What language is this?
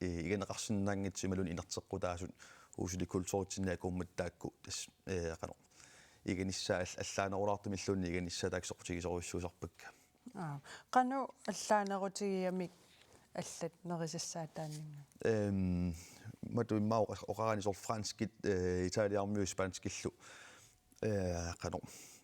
Kalaallisut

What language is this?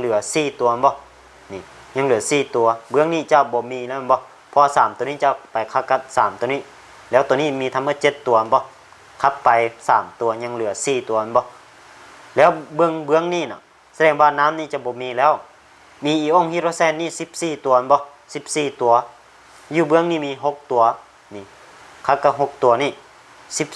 Lao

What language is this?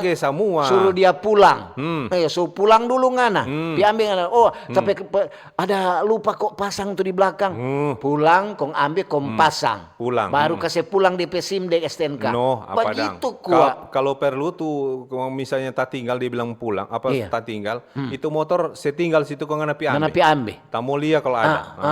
Manado Malay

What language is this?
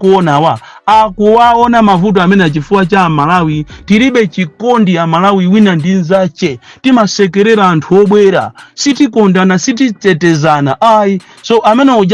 Nyanja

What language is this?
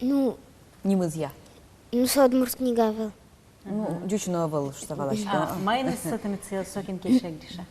Udmurt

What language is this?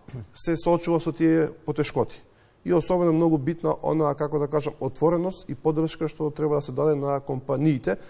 Macedonian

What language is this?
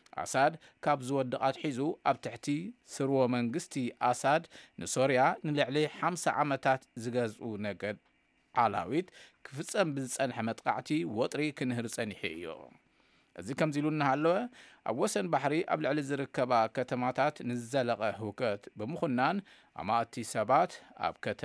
Tigrinya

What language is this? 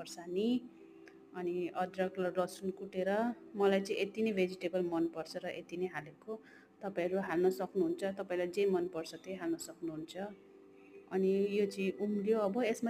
Nepali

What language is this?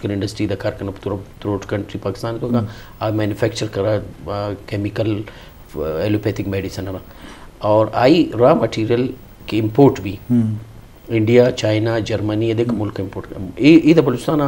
Eastern Balochi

